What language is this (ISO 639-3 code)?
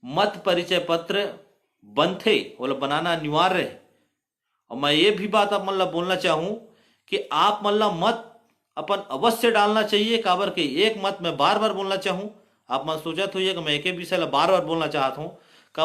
hne